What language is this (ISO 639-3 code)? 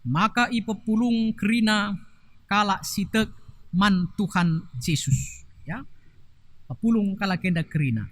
btx